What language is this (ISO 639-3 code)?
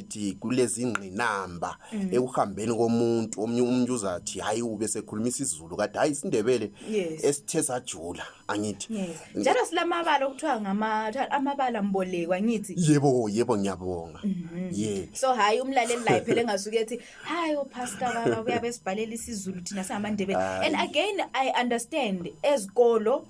nde